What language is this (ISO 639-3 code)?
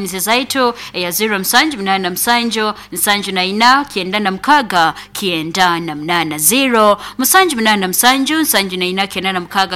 nyo